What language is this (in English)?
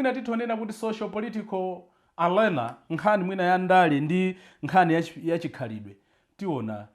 Nyanja